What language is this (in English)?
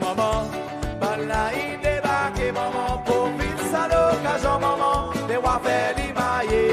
Seselwa Creole French